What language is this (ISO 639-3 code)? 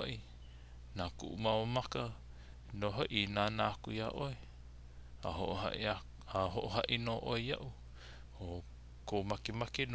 haw